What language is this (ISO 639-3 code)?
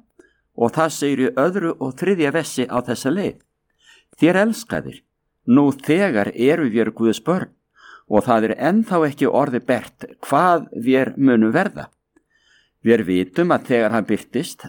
isl